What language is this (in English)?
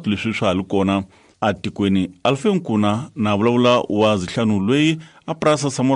Tsonga